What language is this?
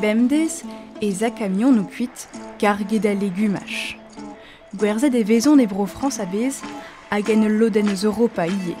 Breton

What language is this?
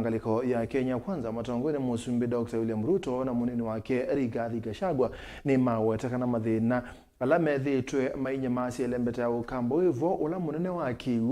Kamba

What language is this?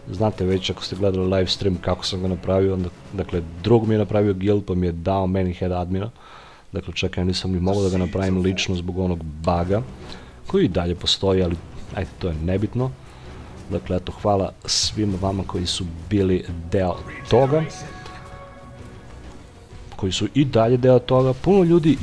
Serbian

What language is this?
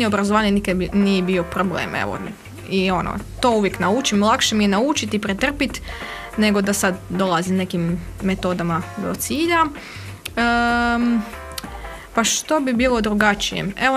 Croatian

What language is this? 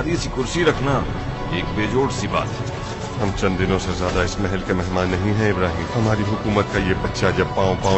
Urdu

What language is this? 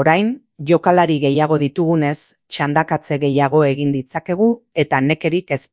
Basque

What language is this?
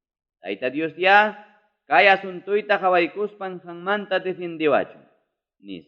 Ayacucho Quechua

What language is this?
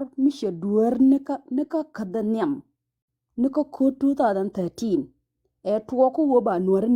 Nuer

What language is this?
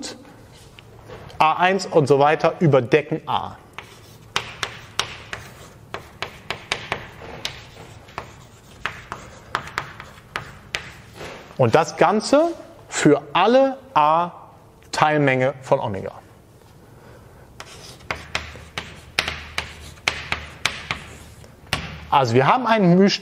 German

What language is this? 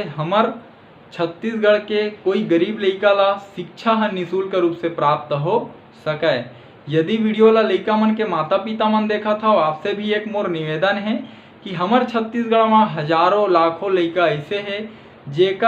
Chhattisgarhi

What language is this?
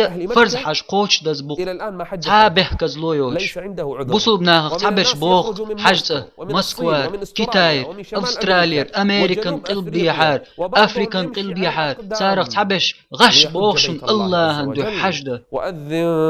Chechen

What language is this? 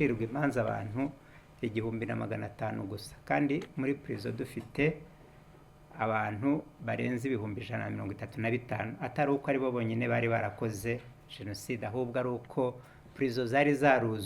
Kinyarwanda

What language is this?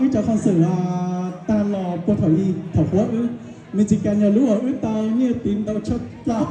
Hmong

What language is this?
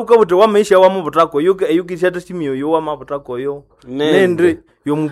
Nande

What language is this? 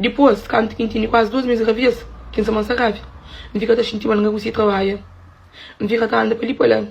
Kabuverdianu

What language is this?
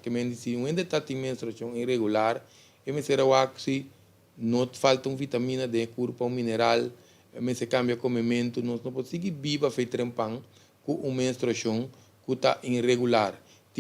Papiamento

